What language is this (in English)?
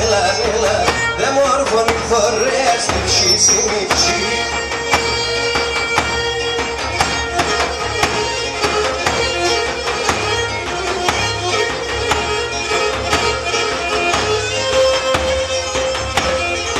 Greek